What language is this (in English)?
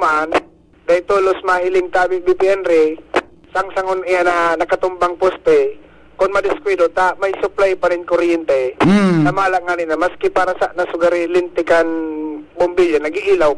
Bikol